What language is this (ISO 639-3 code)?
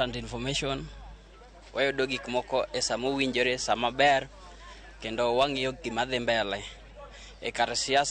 luo